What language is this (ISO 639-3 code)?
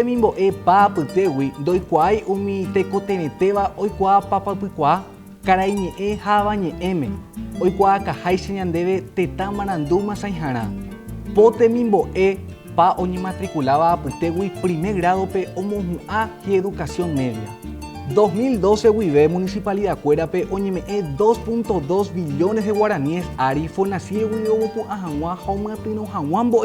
grn